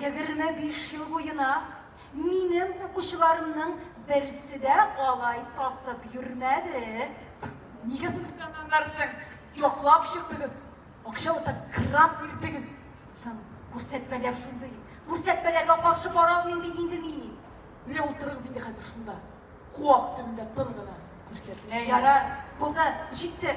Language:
Tatar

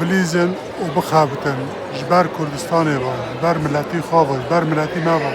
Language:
Kurdish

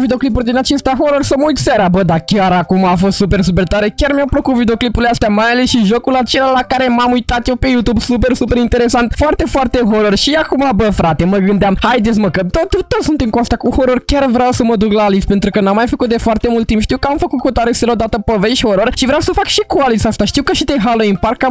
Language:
Romanian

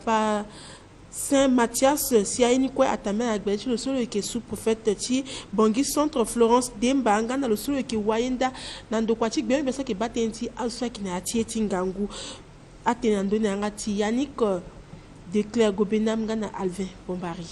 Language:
Sango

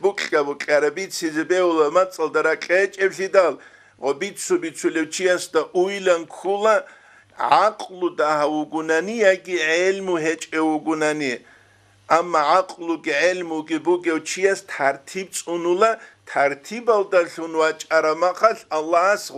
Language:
Avaric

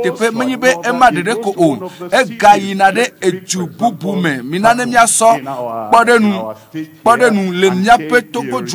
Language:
Ewe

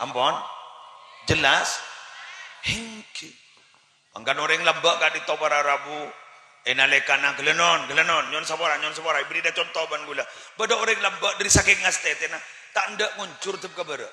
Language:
Madurese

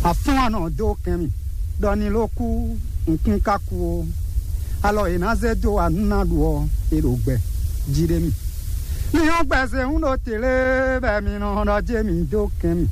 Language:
Fon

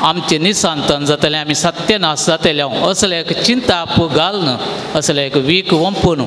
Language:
Konkani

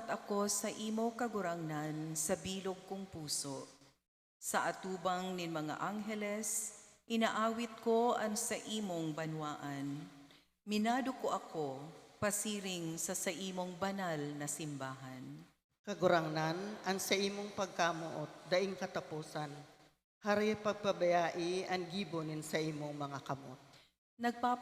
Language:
Bikol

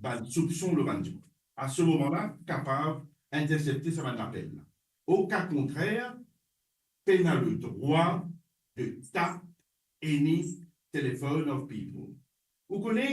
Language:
Morisyen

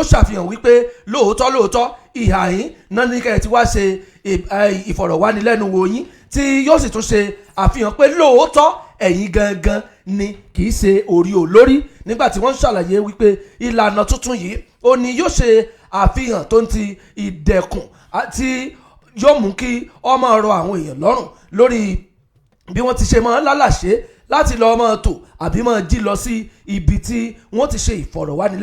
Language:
Yoruba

